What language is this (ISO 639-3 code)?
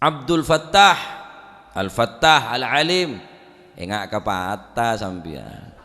mad